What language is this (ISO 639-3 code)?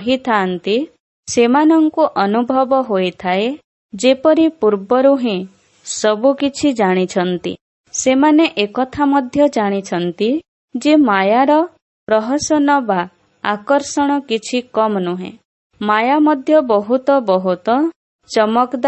ori